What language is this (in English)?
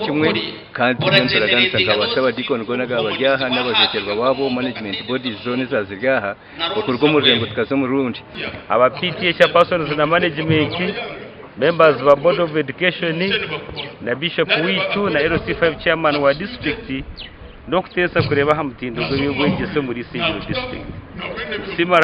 Nyankole